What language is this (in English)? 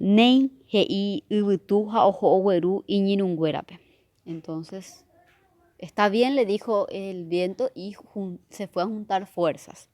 Guarani